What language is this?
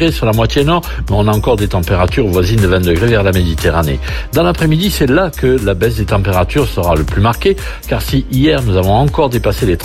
French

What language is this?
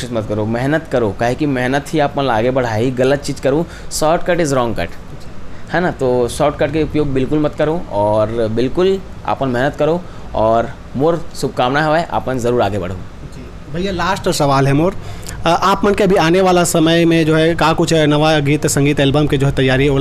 Chhattisgarhi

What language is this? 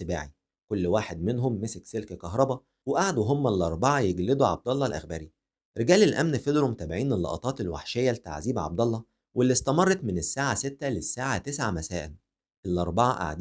Egyptian Arabic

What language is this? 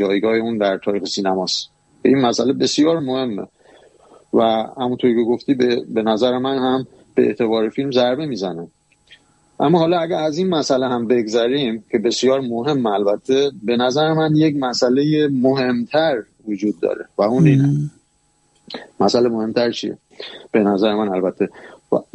Persian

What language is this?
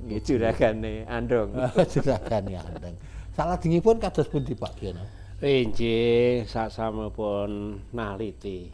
Javanese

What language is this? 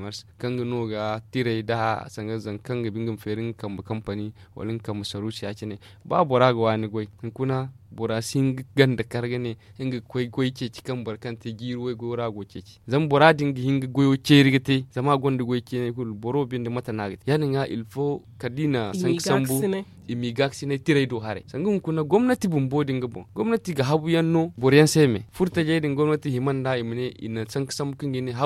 Zarma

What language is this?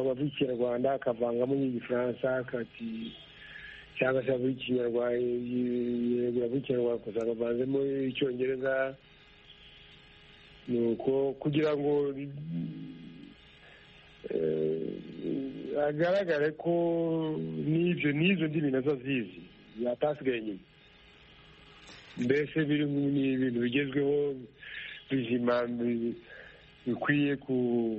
Kinyarwanda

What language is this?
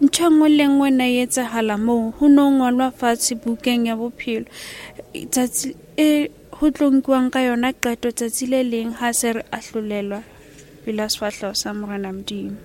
Southern Sotho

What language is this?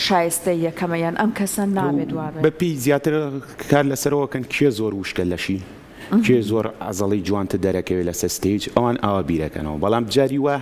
Central Kurdish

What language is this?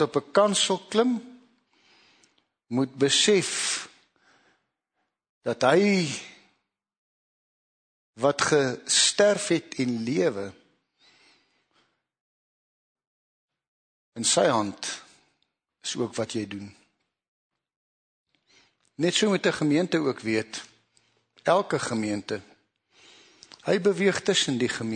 Afrikaans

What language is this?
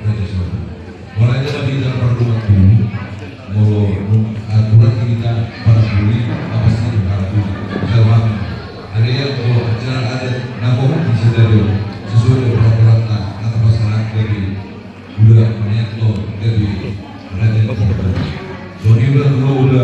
Batak Toba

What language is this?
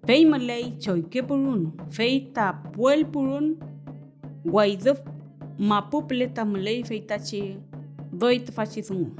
Mapuche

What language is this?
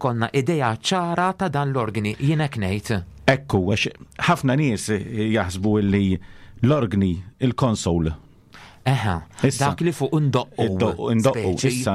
Maltese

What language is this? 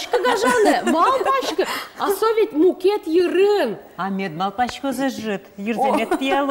Udmurt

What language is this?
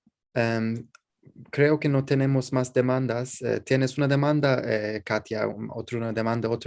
Ladino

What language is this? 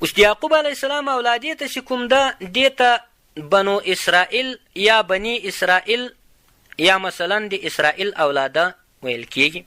Pashto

